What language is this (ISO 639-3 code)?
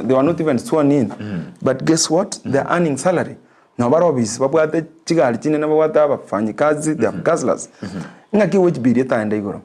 guz